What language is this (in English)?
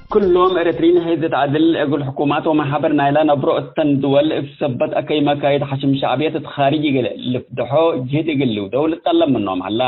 Tigre